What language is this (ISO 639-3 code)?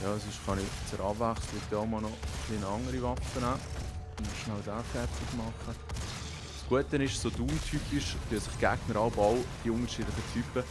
gsw